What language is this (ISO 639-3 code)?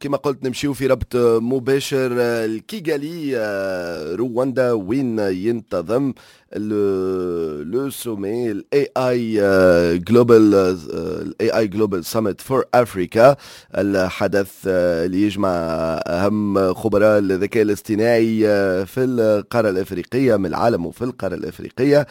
aeb